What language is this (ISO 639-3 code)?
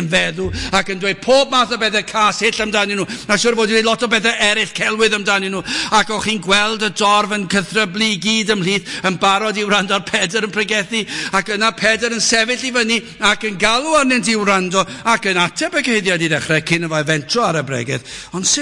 cym